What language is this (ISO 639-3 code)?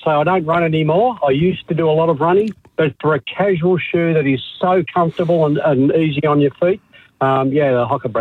eng